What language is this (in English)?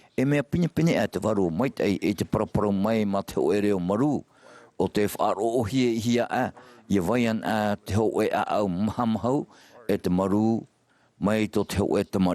Tahitian